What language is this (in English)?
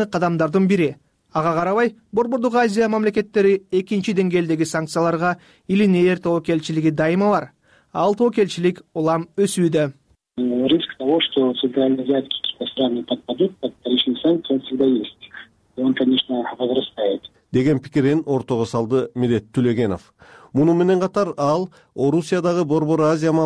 Kyrgyz